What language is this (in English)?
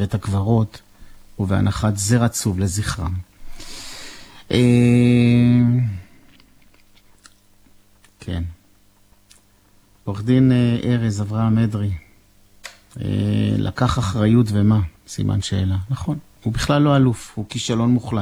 Hebrew